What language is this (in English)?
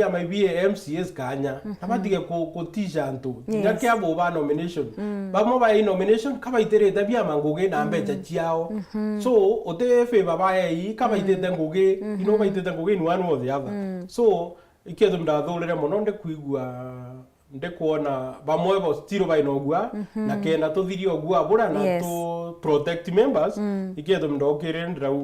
Meru